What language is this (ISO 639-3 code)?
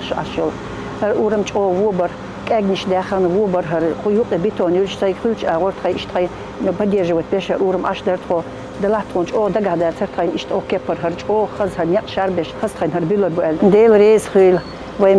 che